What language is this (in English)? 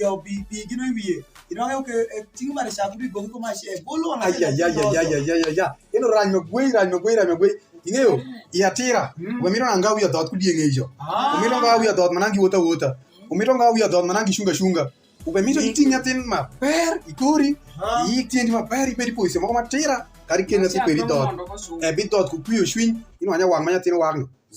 Alur